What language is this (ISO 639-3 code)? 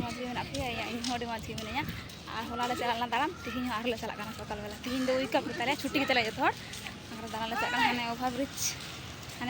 sat